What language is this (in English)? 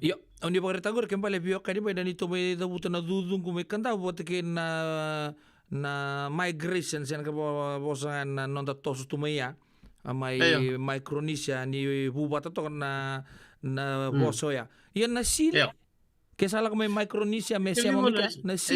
Fijian